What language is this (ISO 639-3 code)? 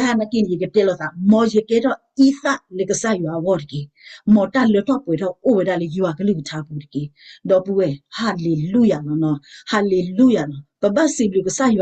ksw